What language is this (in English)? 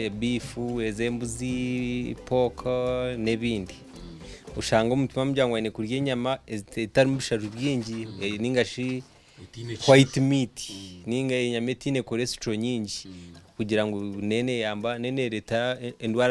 Nyankole